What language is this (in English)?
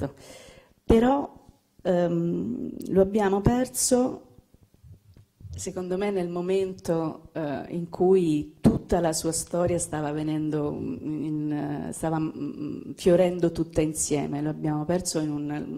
Italian